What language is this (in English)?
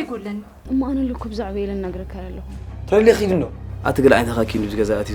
Tigrinya